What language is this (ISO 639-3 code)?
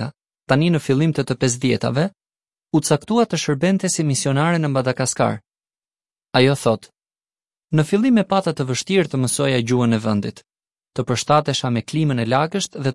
sqi